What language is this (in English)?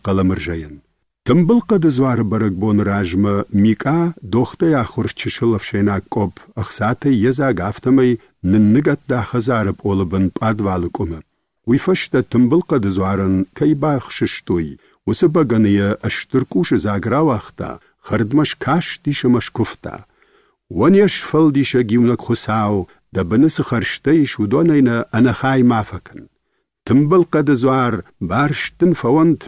Ossetic